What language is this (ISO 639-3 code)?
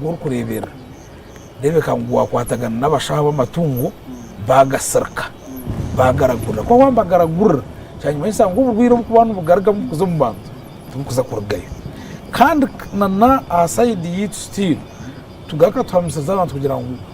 nyn